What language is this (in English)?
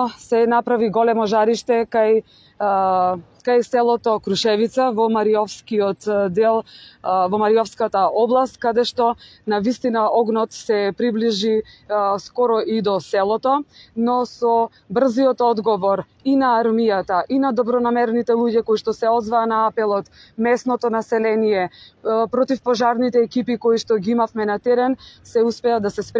Macedonian